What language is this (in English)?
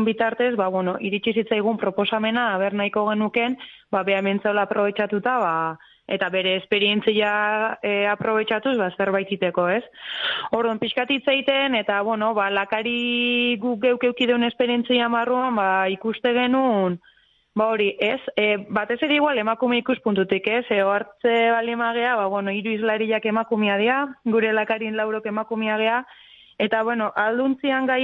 Basque